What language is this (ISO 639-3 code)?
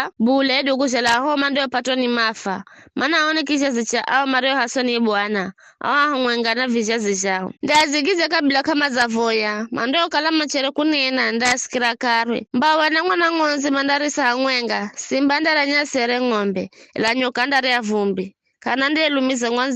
nyf